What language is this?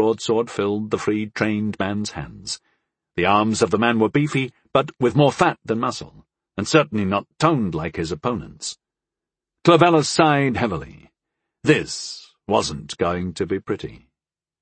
English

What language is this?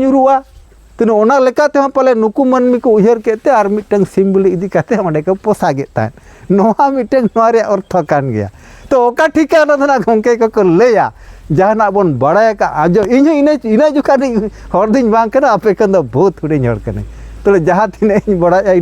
Santali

